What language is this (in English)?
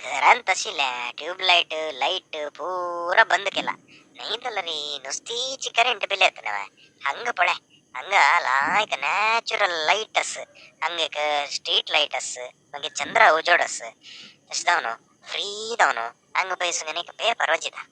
Konkani